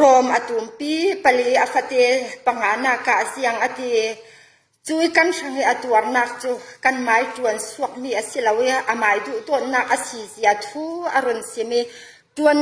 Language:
Falam Chin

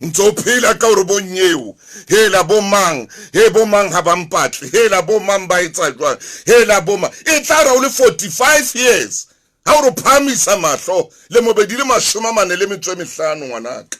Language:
Southern Sotho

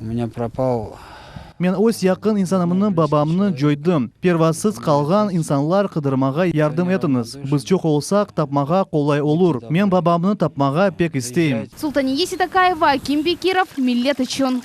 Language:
Crimean Tatar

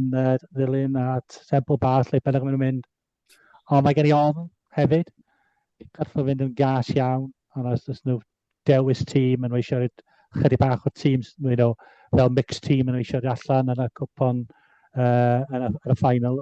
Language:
Welsh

